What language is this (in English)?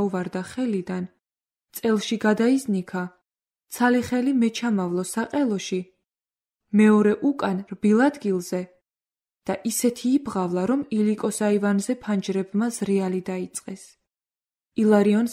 Georgian